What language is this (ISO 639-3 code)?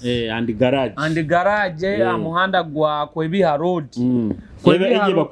nyo